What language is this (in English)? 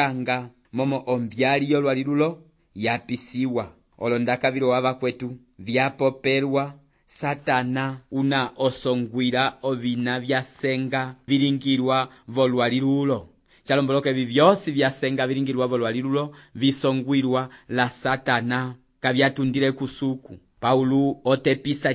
Umbundu